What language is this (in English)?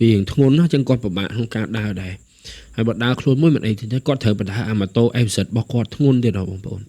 Khmer